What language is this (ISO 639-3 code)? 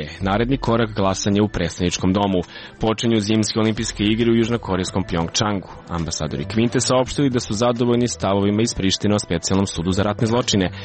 srp